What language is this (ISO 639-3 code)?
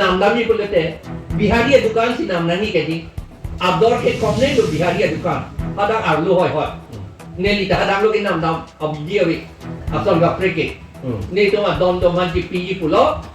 mjw